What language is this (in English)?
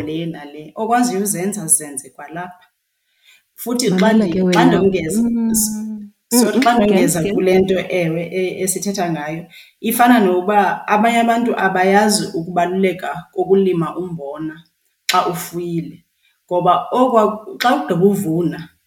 Xhosa